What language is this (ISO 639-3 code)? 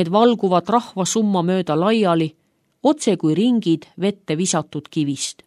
est